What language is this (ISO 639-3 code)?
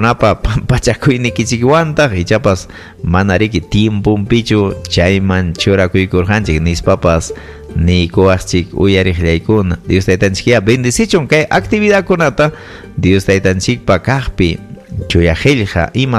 quy